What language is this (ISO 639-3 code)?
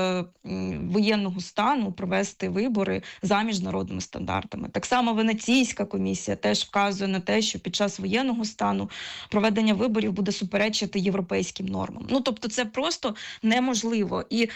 ukr